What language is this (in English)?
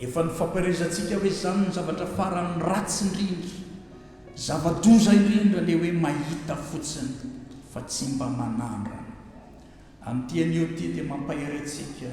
Malagasy